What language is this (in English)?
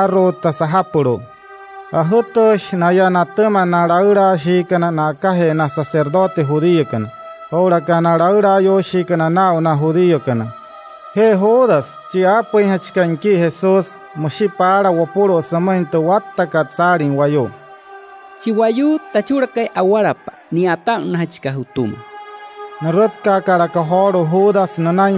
Wayuu